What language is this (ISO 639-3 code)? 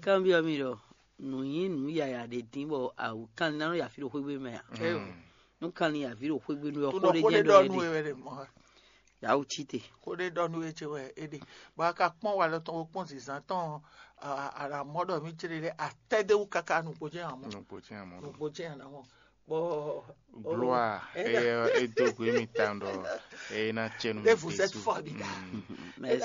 fon